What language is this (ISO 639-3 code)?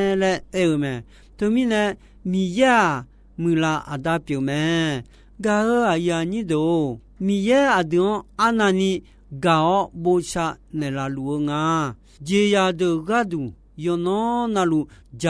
ahk